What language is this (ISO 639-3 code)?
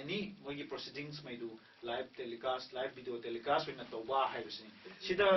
mni